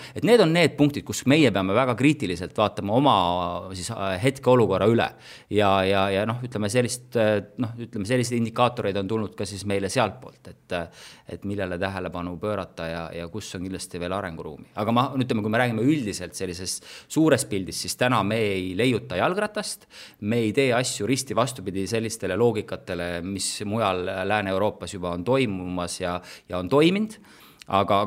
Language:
Estonian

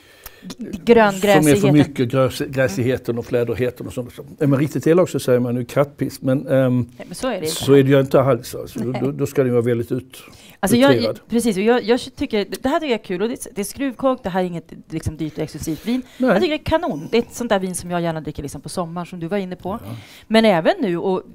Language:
Swedish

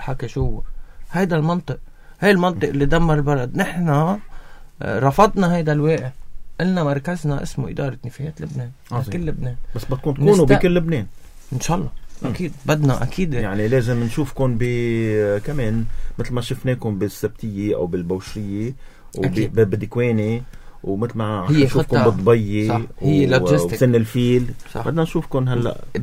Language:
North Levantine Arabic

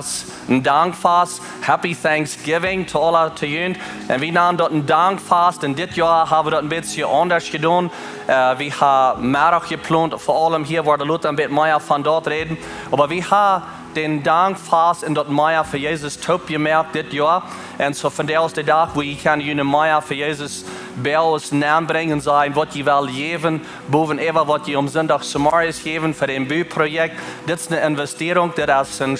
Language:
Plautdietsch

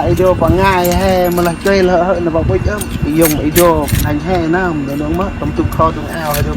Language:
Central Mnong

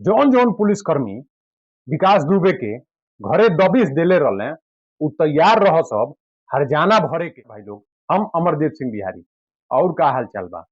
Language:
Bhojpuri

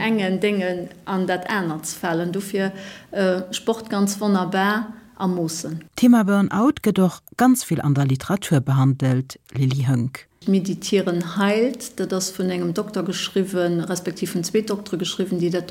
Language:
Luxembourgish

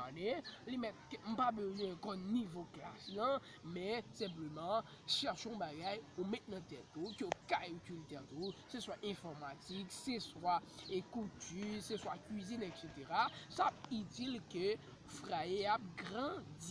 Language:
Haitian Creole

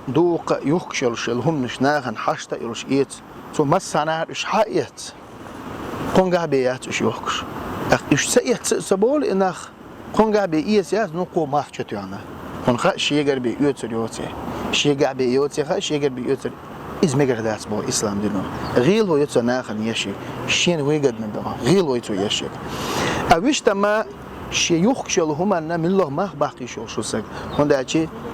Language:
Chechen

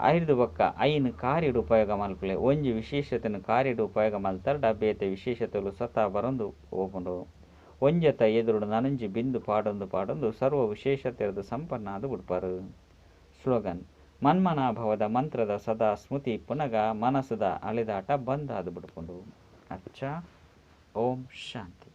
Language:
Tulu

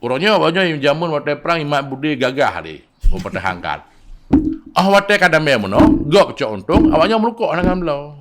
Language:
Achinese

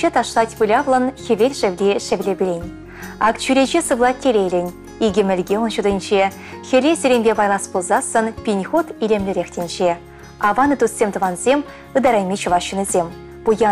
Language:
Chuvash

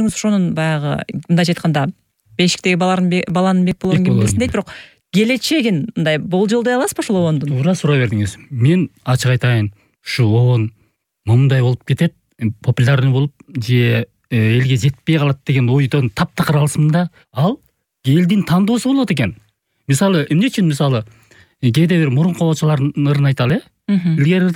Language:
Kyrgyz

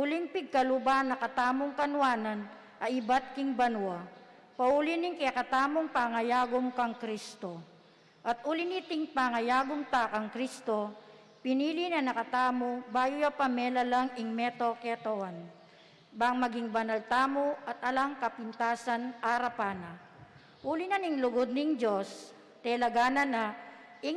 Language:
Pampanga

